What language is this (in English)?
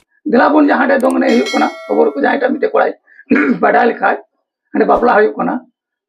Santali